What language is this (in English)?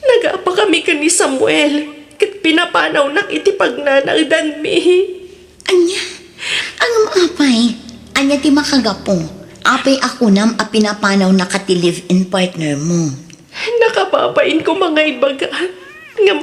Iloko